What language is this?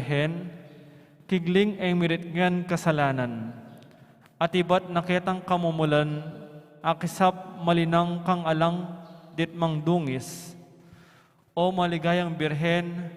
Pampanga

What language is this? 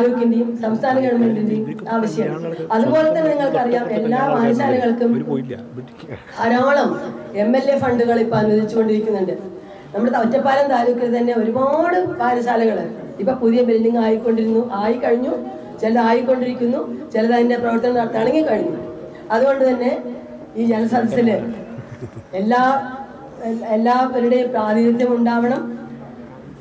Malayalam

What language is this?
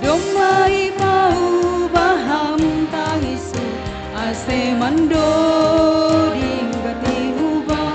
Batak Simalungun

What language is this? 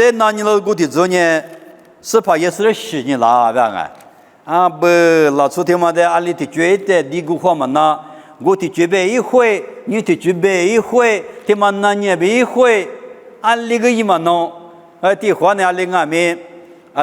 Lisu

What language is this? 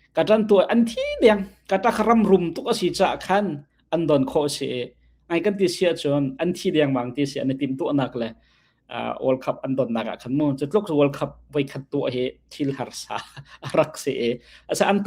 Hakha Chin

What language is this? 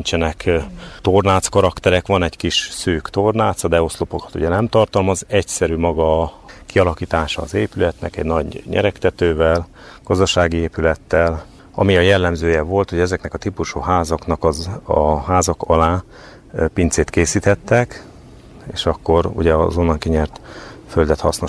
Hungarian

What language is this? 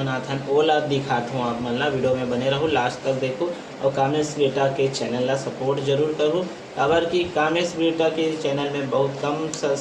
Chhattisgarhi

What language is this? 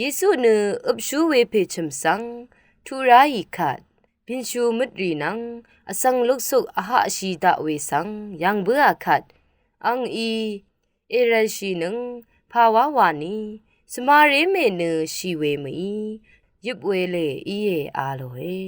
Rawang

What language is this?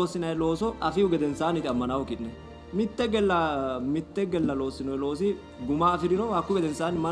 Sidamo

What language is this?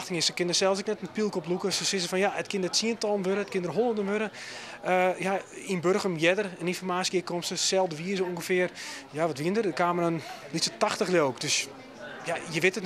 Western Frisian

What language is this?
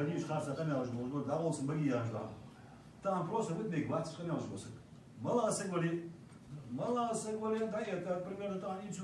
Ingush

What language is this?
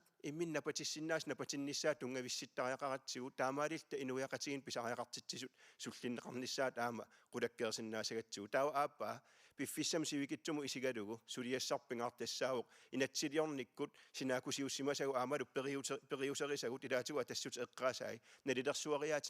Kalaallisut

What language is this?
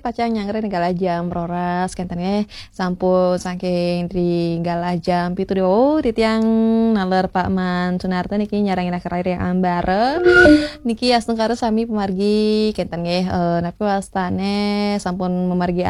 Balinese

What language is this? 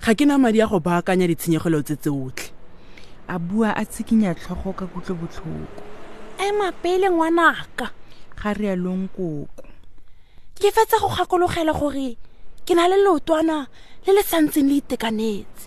Tswana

